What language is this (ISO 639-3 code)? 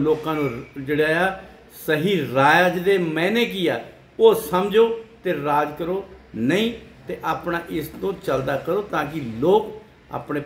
pan